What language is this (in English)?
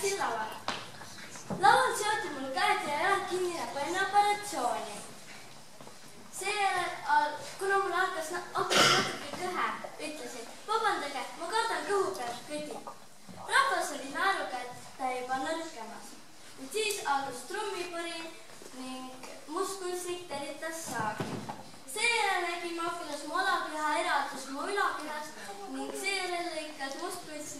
Estonian